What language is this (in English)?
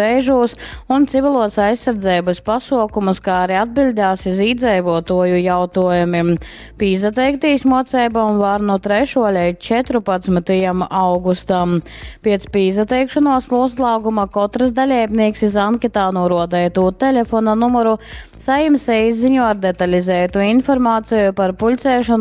Latgalian